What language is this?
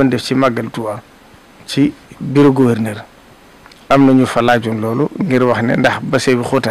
Wolof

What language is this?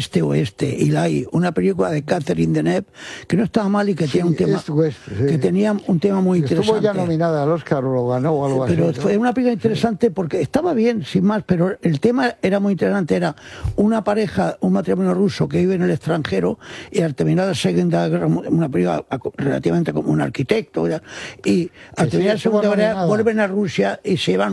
Spanish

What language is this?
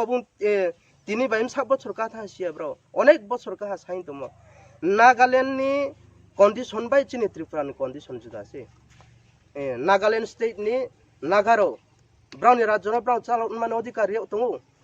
Riang (India)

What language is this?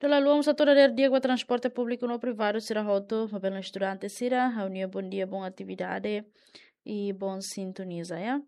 Tetum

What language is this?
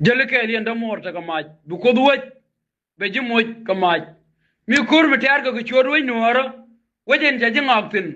Nuer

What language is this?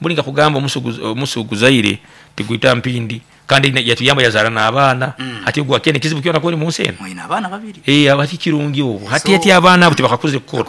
Nyankole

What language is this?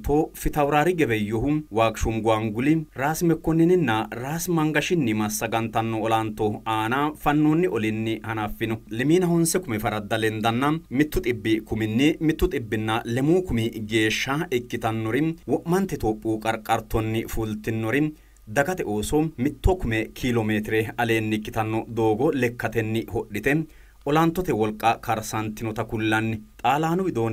Sidamo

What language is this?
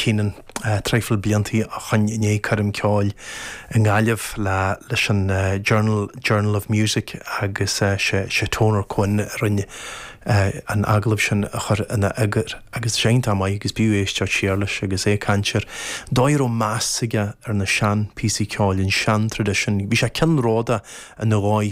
Irish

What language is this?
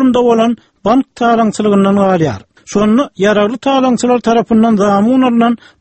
Turkmen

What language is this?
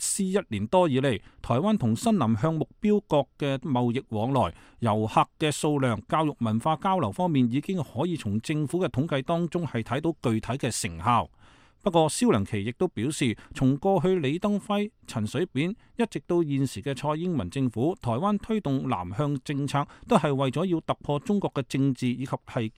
Cantonese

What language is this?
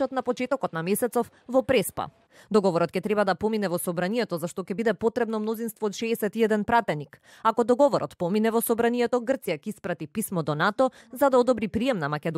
Macedonian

